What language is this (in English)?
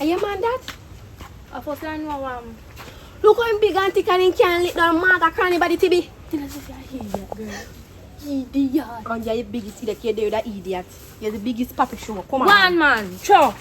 Jamaican Creole English